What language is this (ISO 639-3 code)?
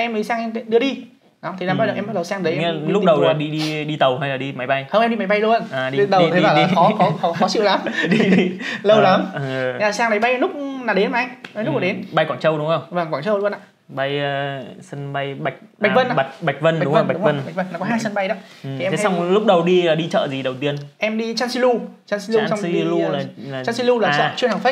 vie